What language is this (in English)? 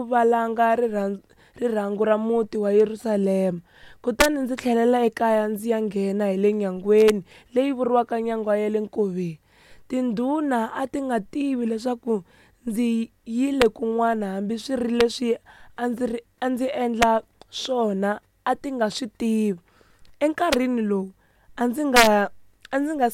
Tsonga